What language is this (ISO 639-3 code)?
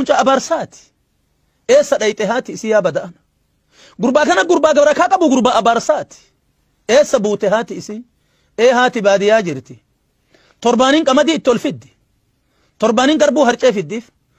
orm